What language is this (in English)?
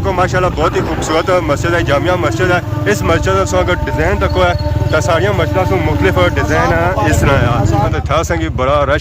Pahari-Potwari